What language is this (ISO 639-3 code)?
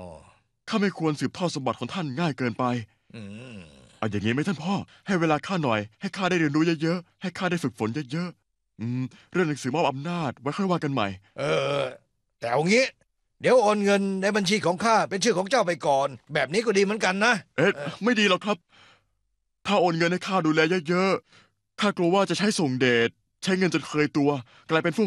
tha